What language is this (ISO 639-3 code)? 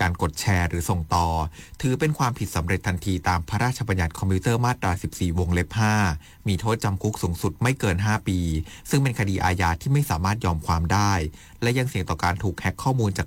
tha